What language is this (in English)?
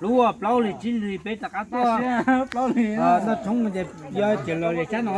Hmong